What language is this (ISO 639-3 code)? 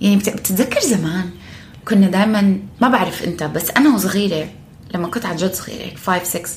apc